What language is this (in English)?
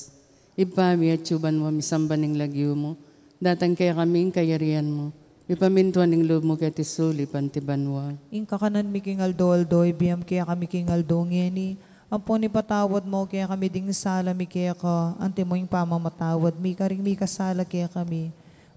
Pampanga